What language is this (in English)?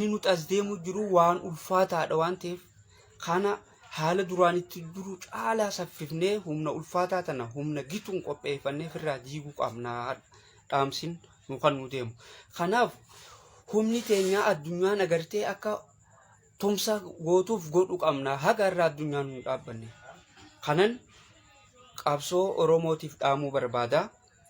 Oromo